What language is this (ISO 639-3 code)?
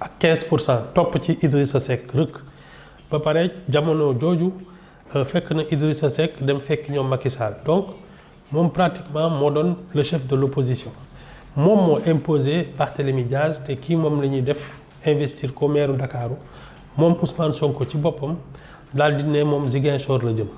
wol